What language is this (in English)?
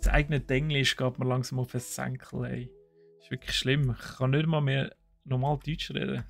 Swiss German